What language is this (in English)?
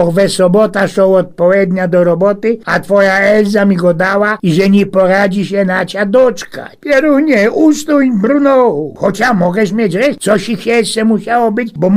Silesian